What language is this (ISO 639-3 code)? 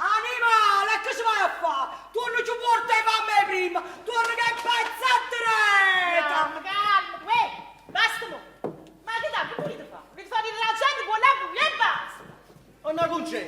nap